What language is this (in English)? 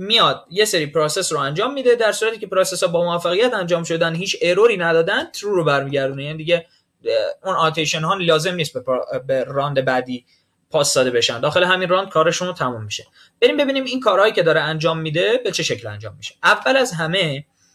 Persian